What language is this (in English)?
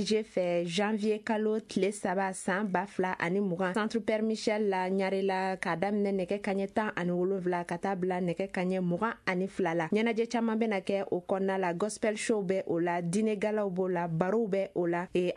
Bambara